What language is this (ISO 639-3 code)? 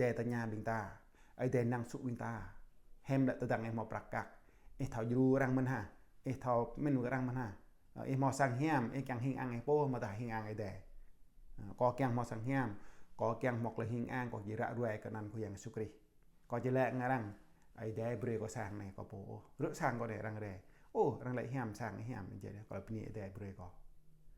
jra